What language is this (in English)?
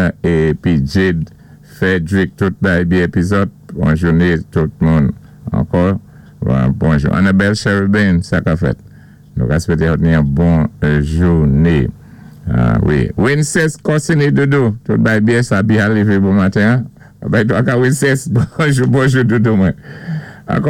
Saint Lucian Creole French